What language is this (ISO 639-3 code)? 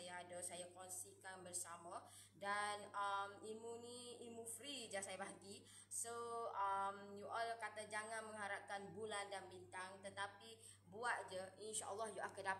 msa